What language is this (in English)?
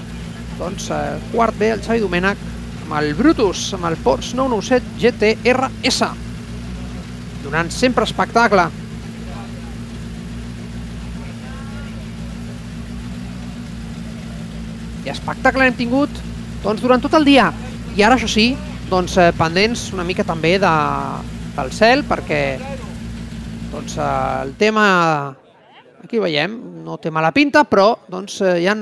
Catalan